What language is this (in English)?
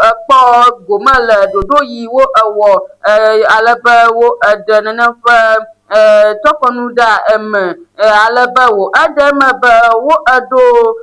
Ewe